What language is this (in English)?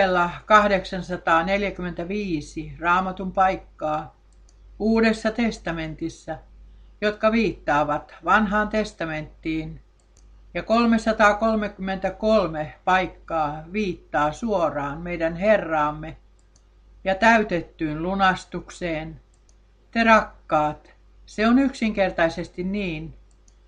Finnish